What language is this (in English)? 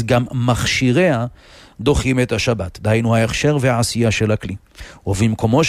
Hebrew